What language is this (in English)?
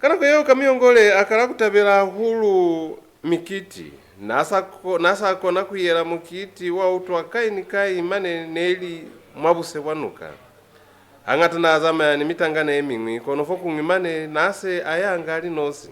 Lozi